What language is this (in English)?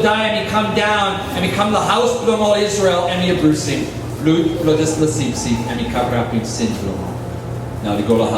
Tok Pisin